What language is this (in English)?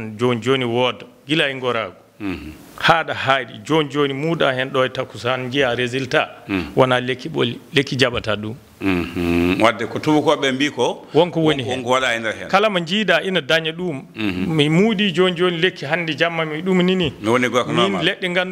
Fula